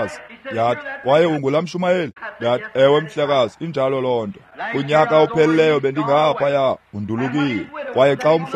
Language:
Xhosa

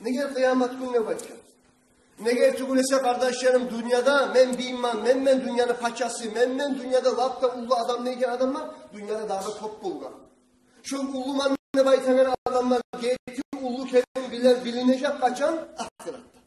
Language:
Kumyk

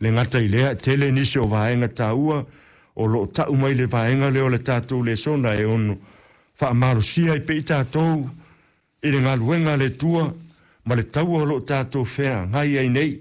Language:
Samoan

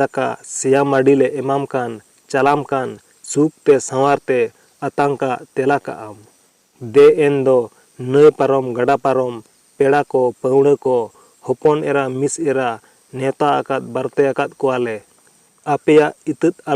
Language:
Santali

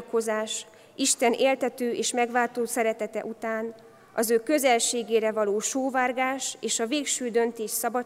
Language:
Hungarian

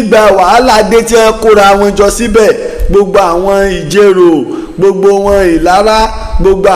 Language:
Yoruba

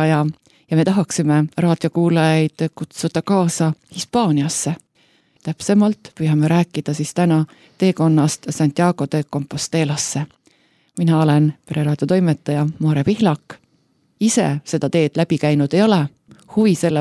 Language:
Estonian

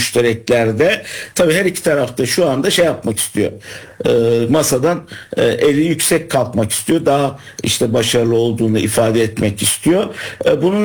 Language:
Turkish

